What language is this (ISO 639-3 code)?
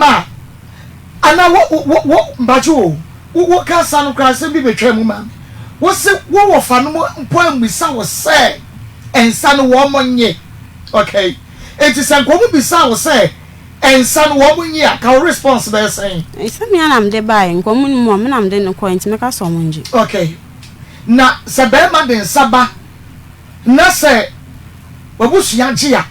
aka